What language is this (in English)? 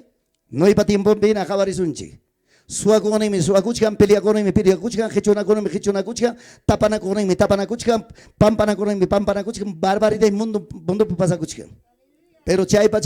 Ayacucho Quechua